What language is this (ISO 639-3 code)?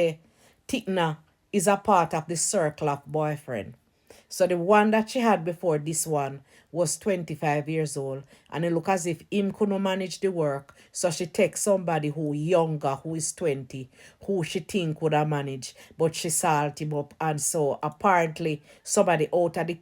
jam